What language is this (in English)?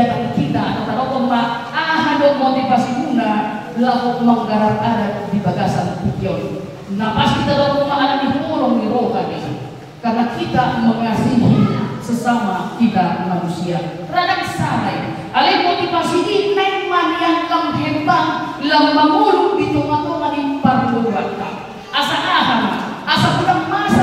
Batak Toba